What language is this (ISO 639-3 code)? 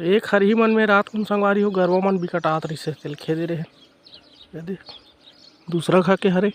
hne